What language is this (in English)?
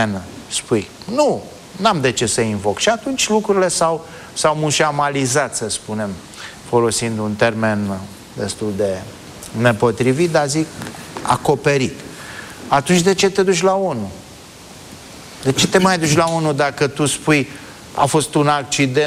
Romanian